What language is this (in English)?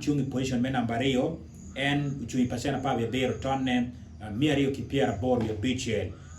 Acoli